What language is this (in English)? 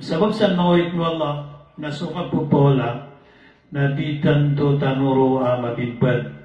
Maranao